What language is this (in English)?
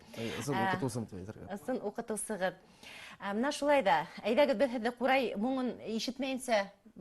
Bashkir